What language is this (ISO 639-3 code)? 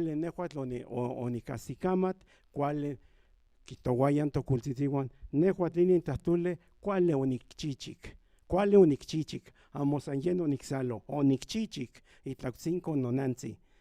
nhn